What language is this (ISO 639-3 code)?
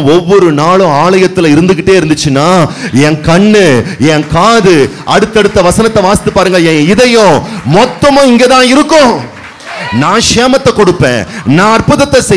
tam